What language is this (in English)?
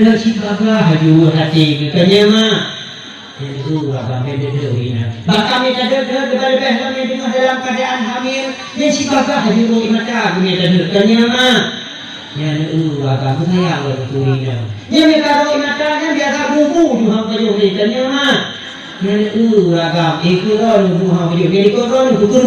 Achinese